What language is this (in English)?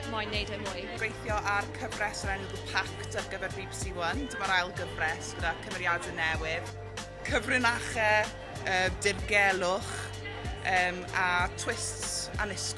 Welsh